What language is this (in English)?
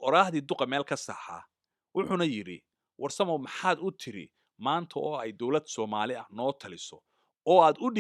Somali